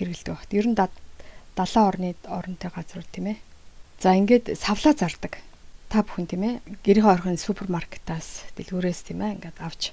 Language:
Mongolian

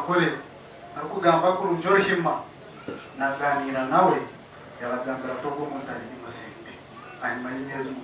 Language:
Nyankole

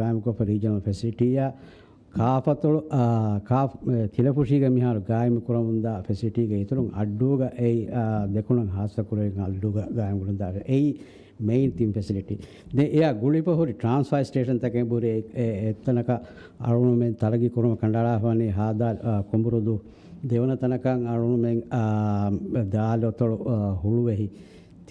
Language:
Divehi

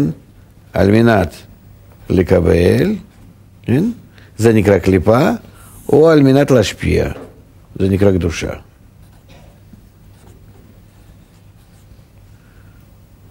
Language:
Hebrew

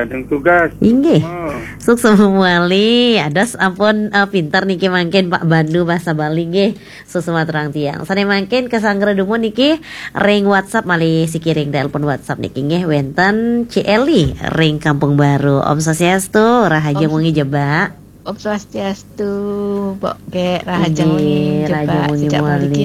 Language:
Balinese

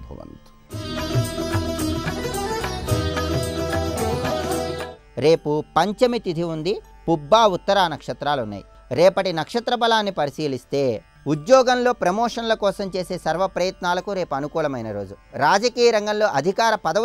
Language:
Telugu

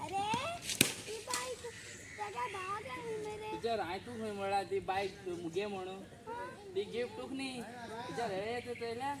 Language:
Konkani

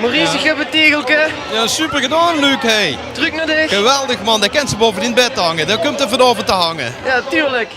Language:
Limburgish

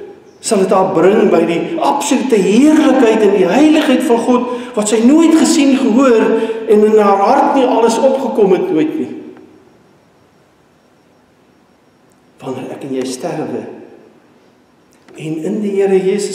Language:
Afrikaans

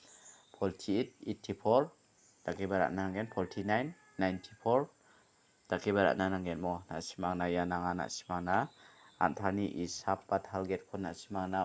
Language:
Garo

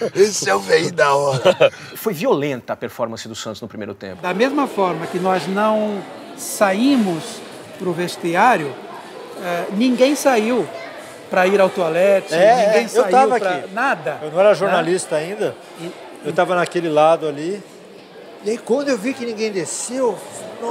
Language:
Portuguese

